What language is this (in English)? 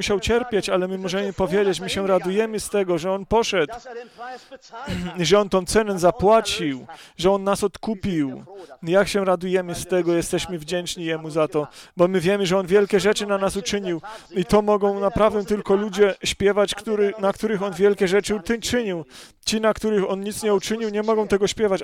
Polish